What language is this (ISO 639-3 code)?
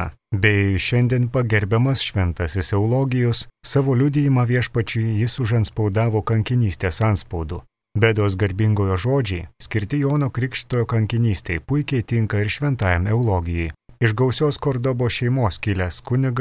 lit